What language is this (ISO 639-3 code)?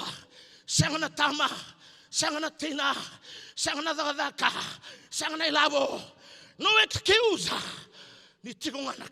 fij